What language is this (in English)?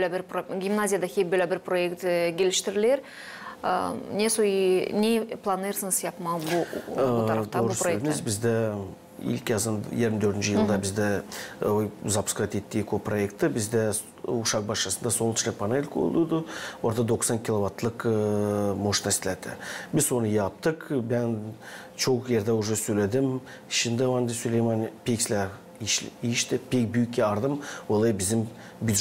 Gagauz